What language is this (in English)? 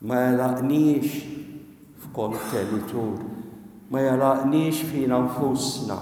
Maltese